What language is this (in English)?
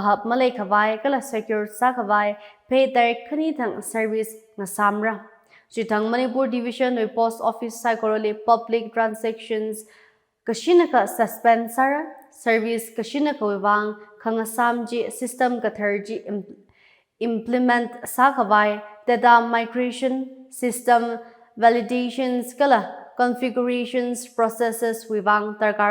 Tangkhul Naga (India)